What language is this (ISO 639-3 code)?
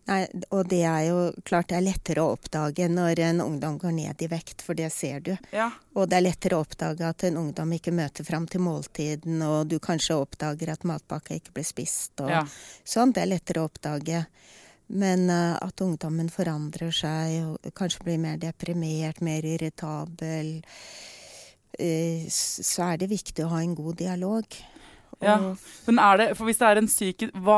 nor